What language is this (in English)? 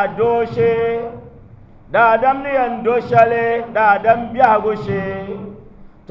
Dagbani